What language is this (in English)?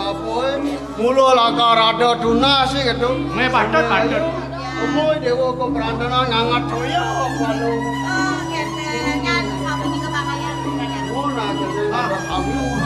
Balinese